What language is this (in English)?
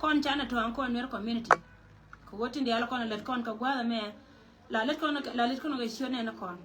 Nuer